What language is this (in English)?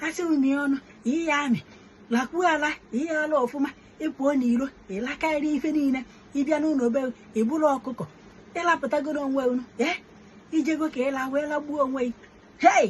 Igbo